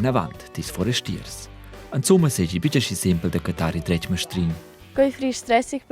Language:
Romansh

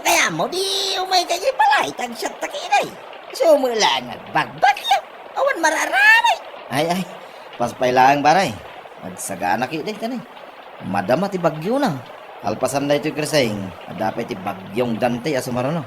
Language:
Iloko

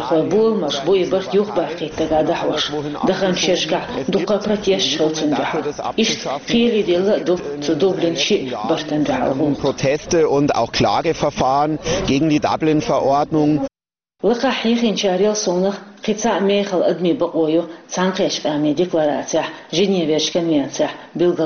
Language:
Chechen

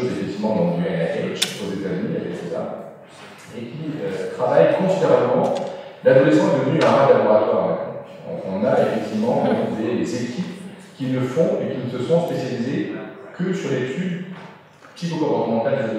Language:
French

